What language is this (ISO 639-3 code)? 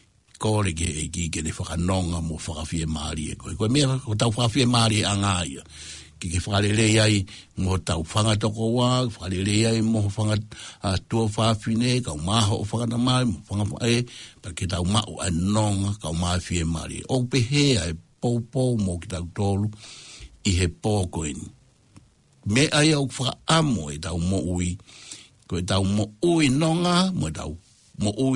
ton